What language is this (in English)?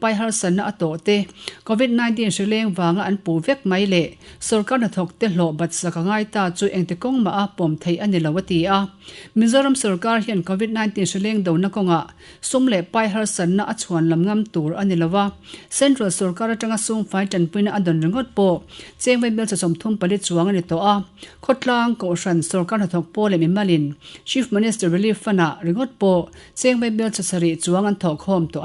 Mizo